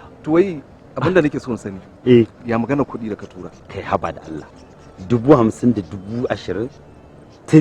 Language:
Hausa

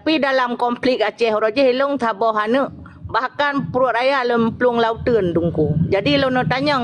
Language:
Achinese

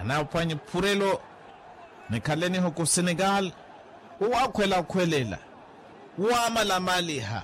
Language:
Makhuwa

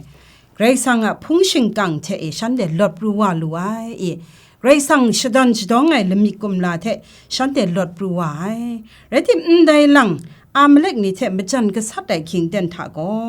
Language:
Kachin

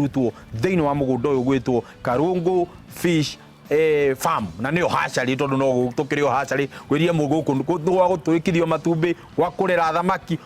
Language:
Kikuyu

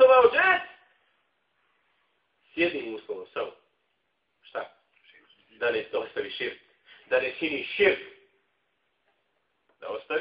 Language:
Bosnian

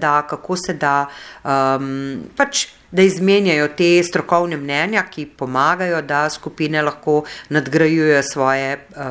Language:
Slovenian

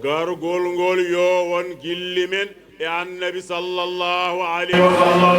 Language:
Fula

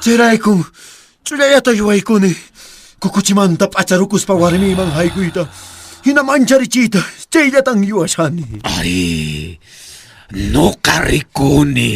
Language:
Quechua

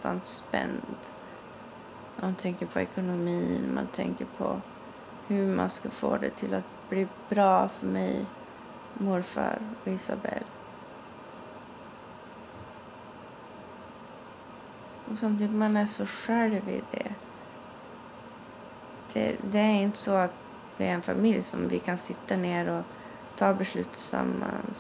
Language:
Swedish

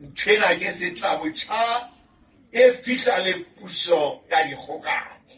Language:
Southern Sotho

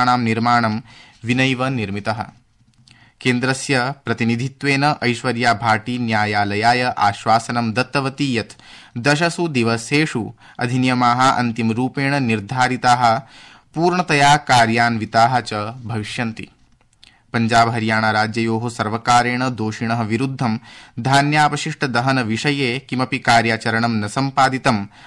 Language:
Sanskrit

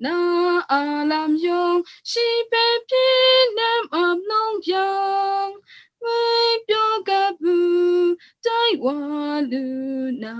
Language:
Kachin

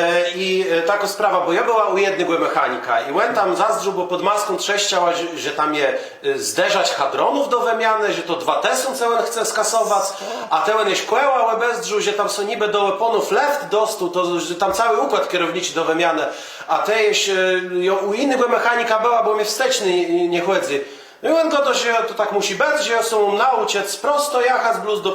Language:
Kashubian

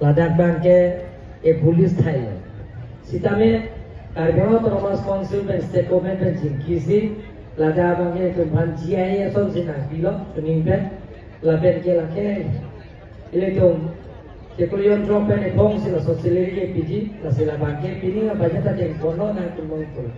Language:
Karbi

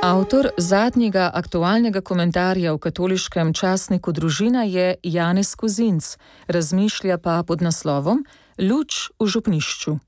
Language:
Slovenian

